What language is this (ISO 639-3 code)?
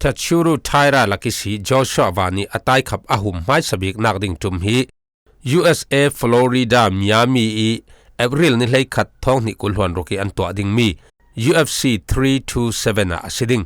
cfm